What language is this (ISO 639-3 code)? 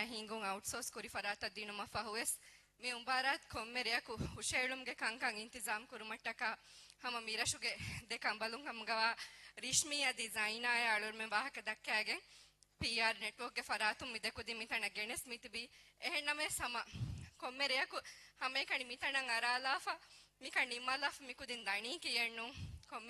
div